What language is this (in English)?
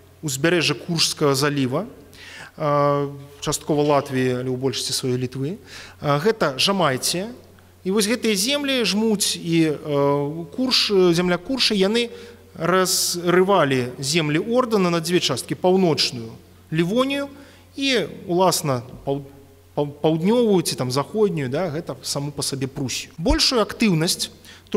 Belarusian